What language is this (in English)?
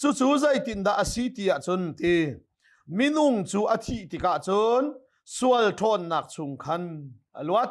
Hakha Chin